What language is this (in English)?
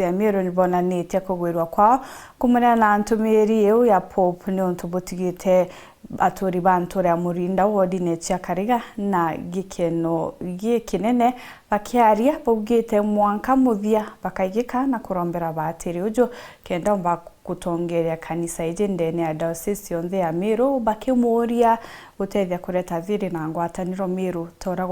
Meru